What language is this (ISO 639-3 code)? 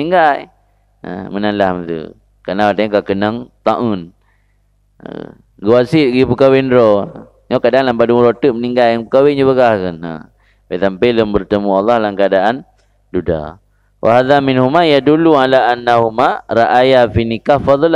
ace